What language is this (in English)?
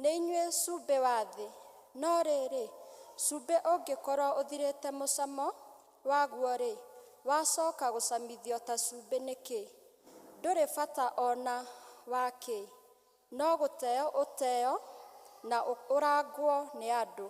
Kikuyu